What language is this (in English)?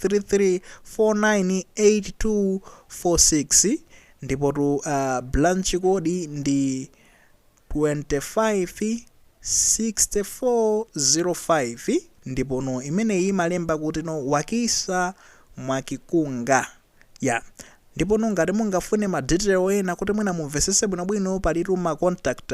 Nyanja